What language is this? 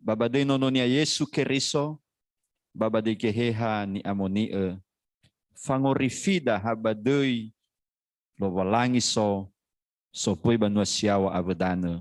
Nias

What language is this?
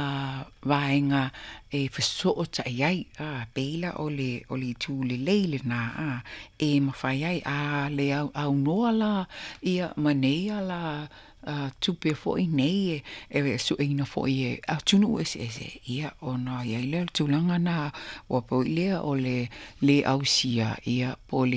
Samoan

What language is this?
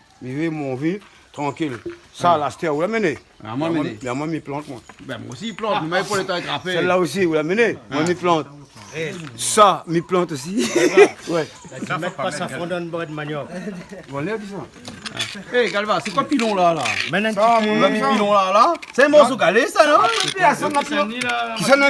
Réunion Creole French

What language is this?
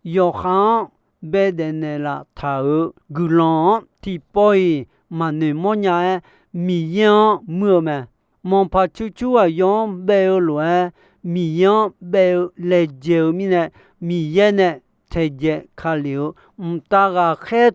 Akha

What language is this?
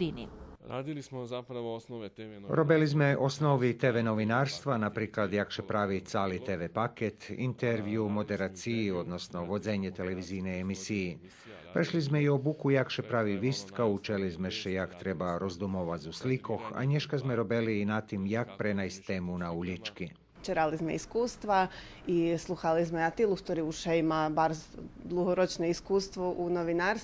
Rusyn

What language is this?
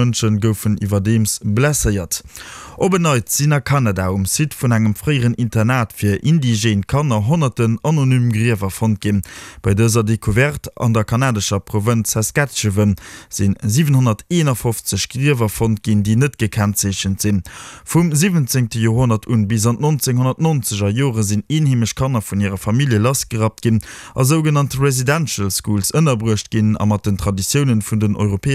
Luxembourgish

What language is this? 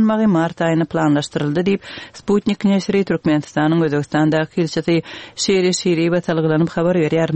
Kyrgyz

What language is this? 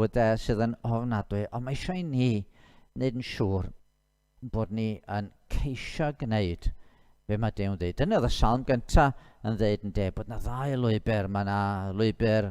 Welsh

